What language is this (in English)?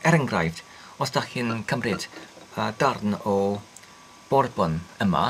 Welsh